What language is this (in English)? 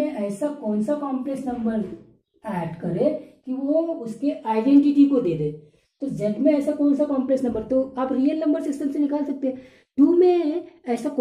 Hindi